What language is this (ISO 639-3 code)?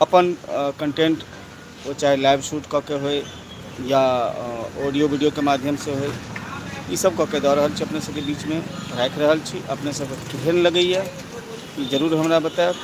mai